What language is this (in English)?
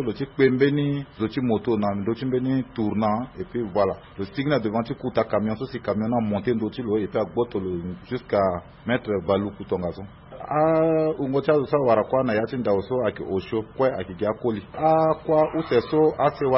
Sango